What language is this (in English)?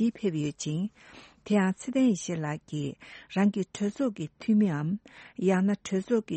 Tibetan